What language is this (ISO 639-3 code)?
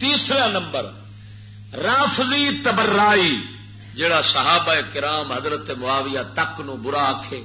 lah